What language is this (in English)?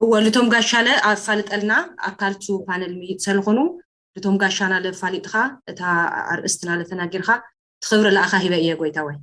Tigrinya